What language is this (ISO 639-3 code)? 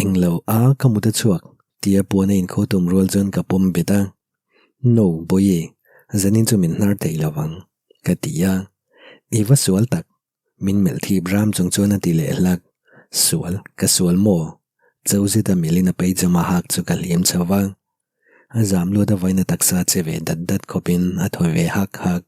lus